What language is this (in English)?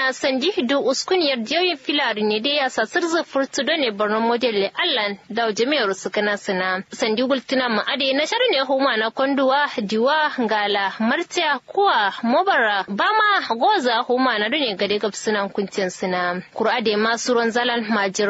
Kanuri